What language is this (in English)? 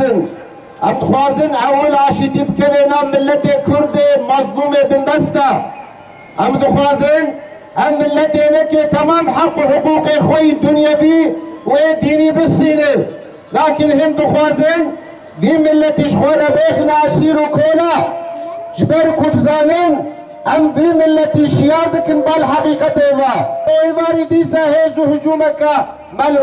Kurdish